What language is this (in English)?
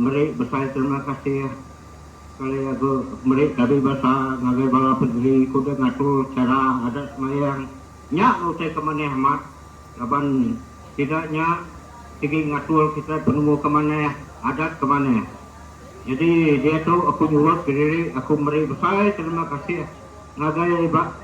Iban